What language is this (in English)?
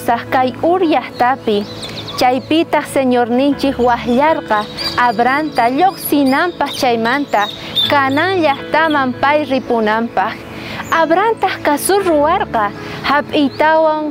South Bolivian Quechua